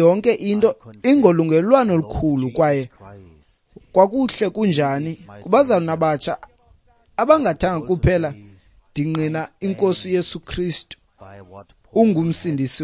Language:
Xhosa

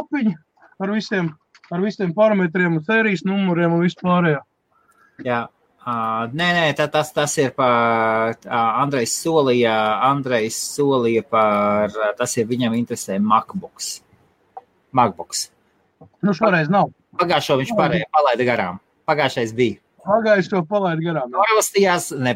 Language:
Latvian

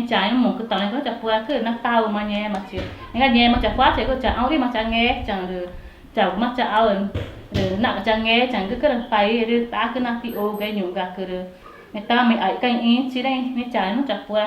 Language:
Ticuna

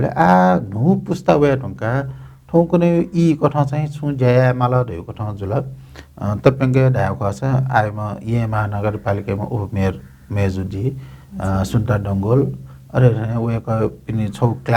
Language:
Newari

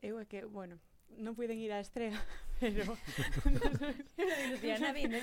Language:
Galician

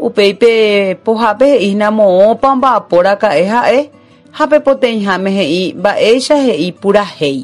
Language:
Guarani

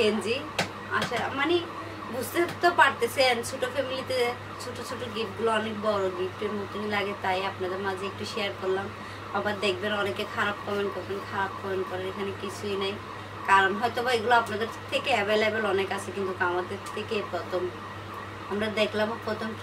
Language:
Bangla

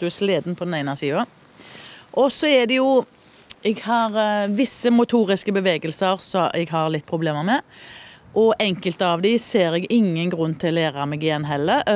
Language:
Norwegian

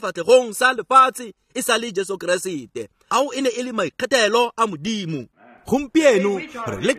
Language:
Tswana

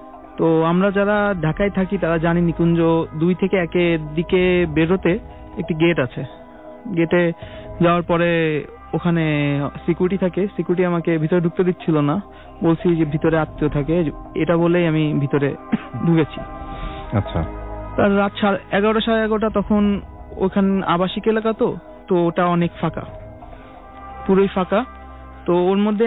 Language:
Bangla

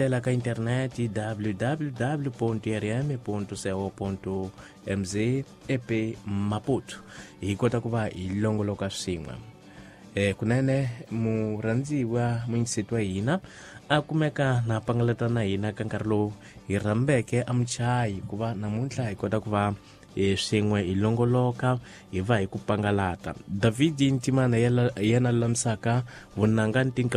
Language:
Tsonga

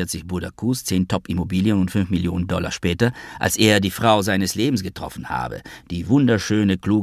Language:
German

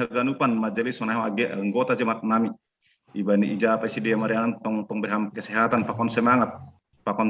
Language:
Batak Simalungun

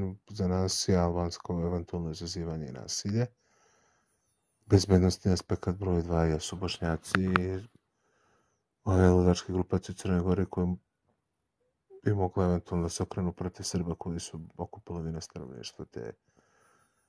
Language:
Serbian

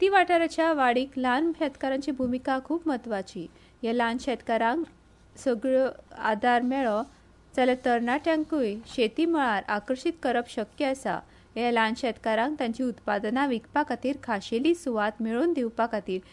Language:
Konkani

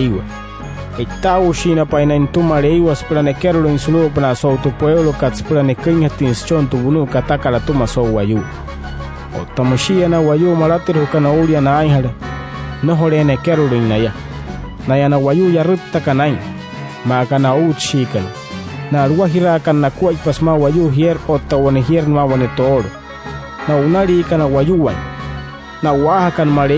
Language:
Wayuu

